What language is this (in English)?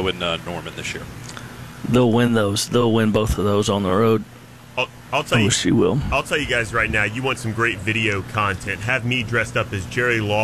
English